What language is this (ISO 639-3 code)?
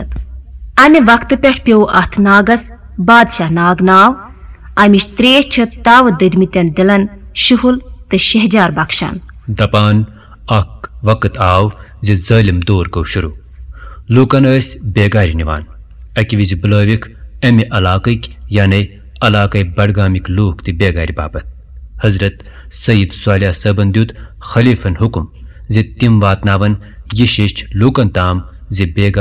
kas